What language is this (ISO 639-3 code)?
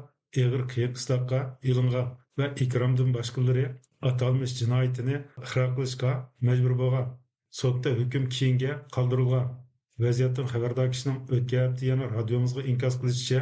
uig